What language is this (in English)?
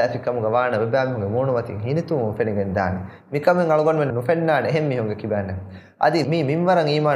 Divehi